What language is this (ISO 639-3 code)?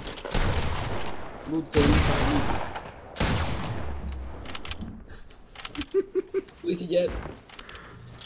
ita